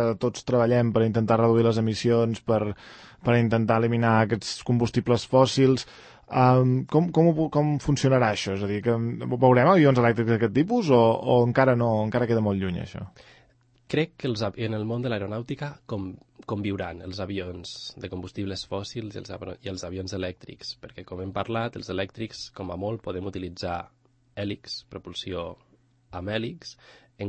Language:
Catalan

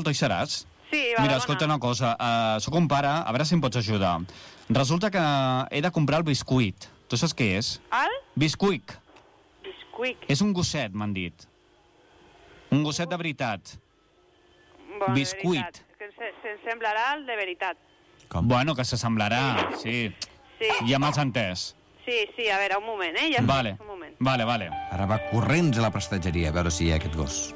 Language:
Catalan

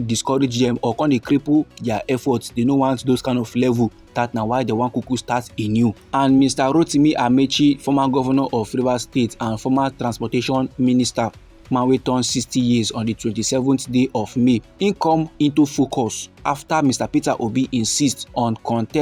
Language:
Nigerian Pidgin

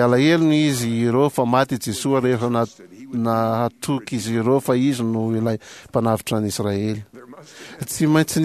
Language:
Malagasy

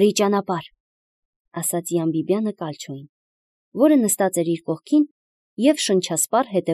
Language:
Armenian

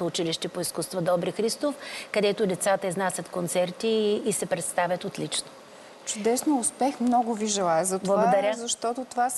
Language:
Bulgarian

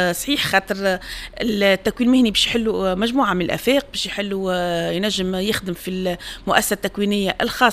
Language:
Tunisian Arabic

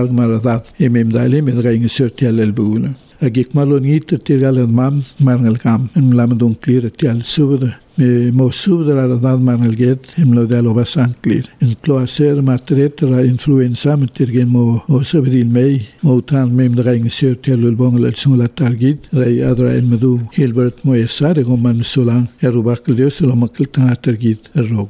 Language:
Palauan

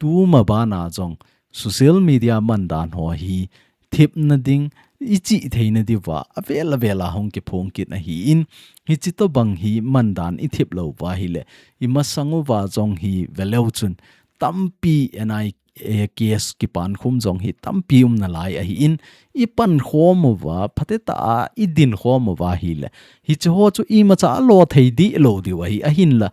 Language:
Thado Chin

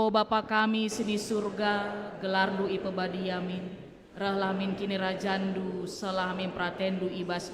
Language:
Batak Karo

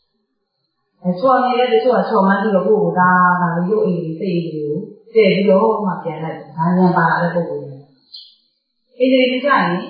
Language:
Burmese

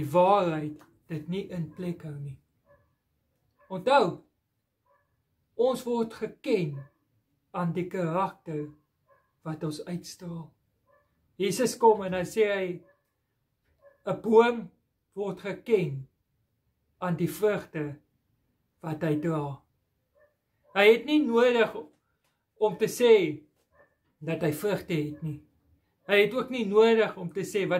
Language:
Afrikaans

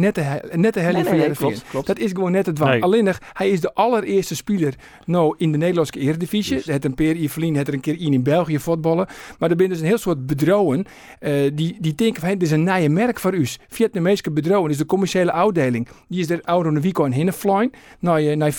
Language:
Western Frisian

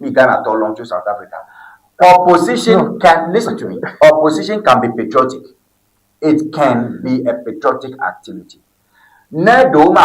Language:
Ewe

